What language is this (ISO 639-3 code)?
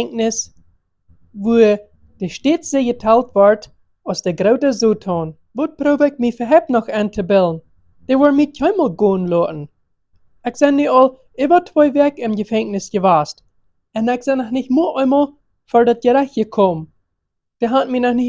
pdt